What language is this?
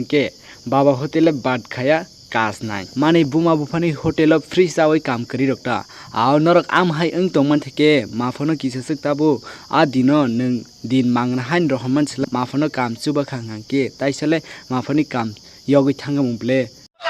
Kok Borok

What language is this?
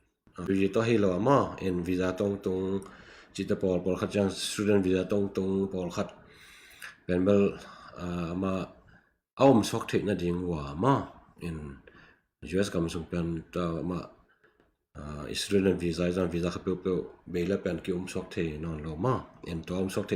Tedim Chin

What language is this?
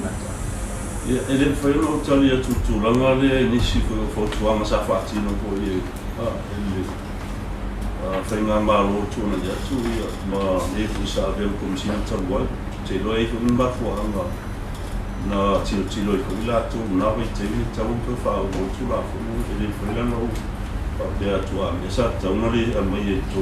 Samoan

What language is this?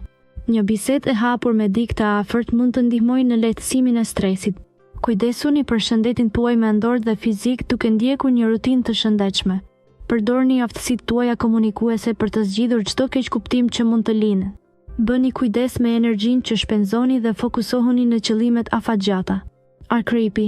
Albanian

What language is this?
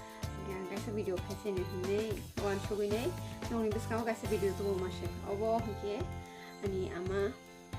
Kok Borok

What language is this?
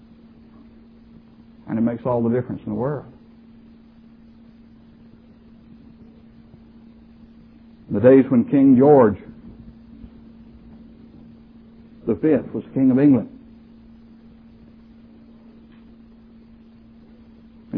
English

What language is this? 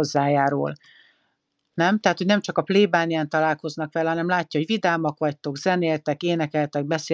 Hungarian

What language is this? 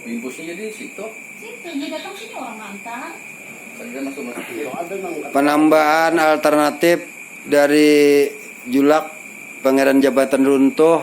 Banjar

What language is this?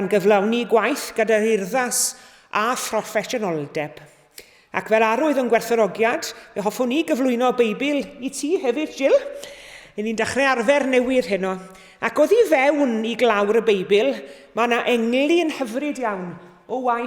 Welsh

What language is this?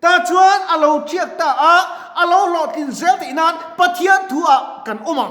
Mizo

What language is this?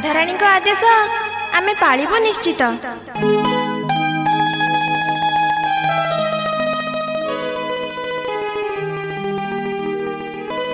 Odia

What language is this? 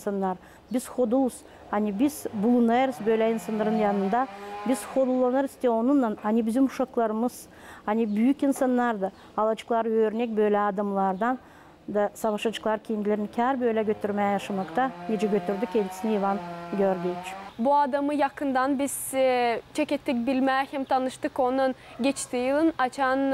Gagauz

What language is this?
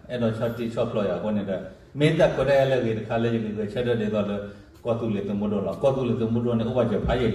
S'gaw Karen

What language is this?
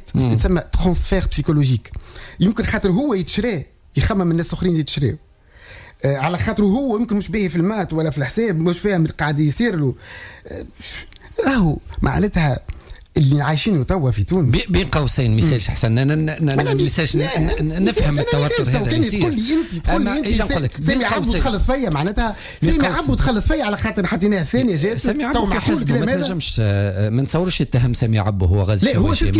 Tunisian Arabic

